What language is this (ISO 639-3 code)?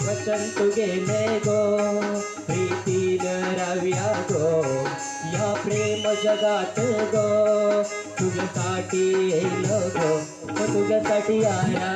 kok